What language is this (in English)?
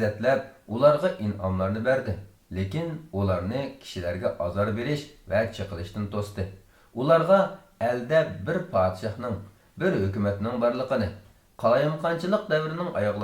Uyghur